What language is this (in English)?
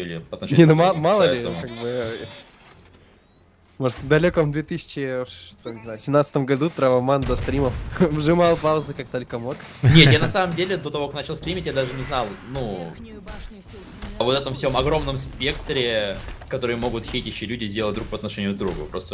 Russian